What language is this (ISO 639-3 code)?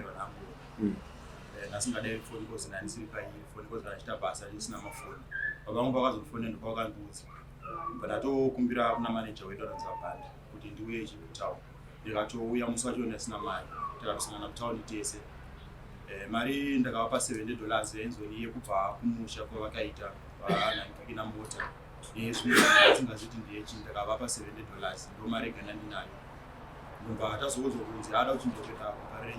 sna